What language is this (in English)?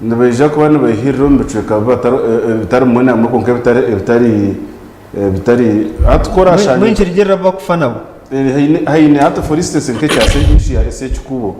Nyankole